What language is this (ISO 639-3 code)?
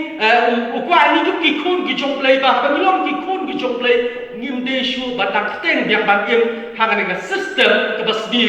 kha